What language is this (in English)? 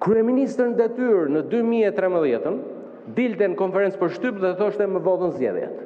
Albanian